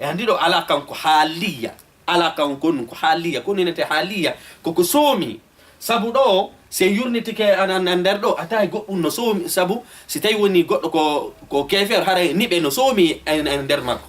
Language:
Fula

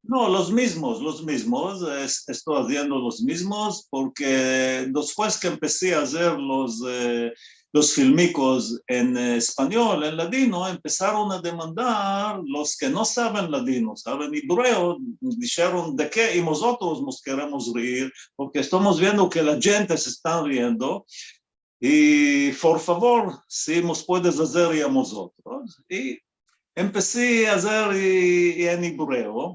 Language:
Ladino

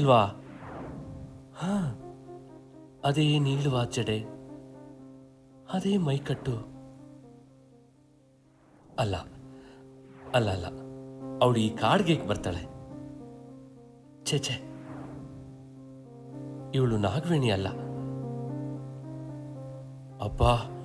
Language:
Kannada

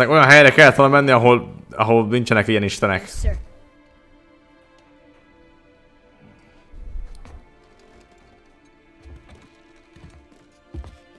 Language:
Hungarian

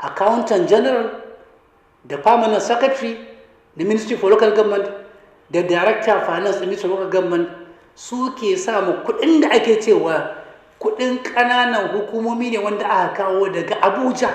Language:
Hausa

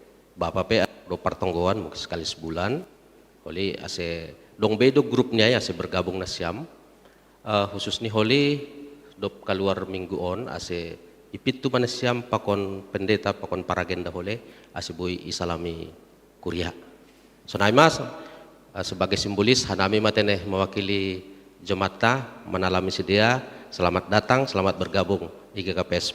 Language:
Batak Simalungun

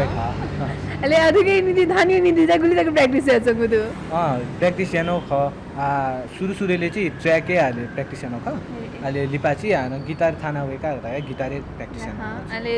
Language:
Newari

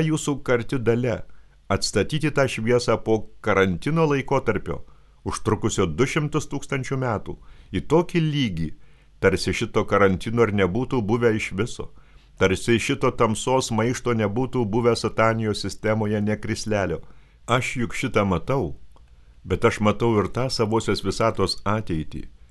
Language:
Lithuanian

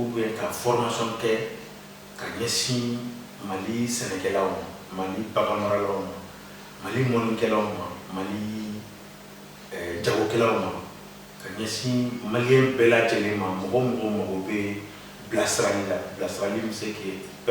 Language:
Bambara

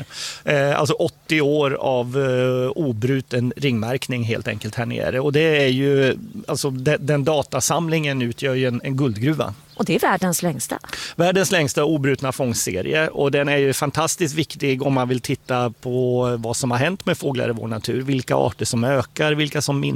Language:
Swedish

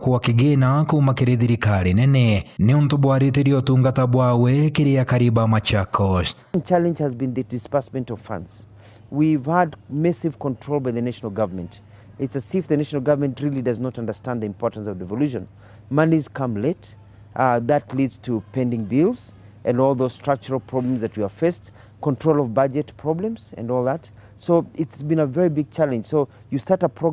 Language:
Meru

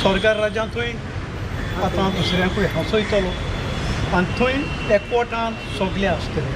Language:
Konkani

